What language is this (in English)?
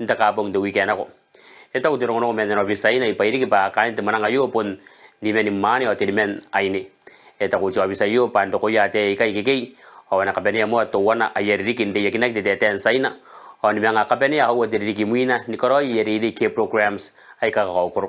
Gilbertese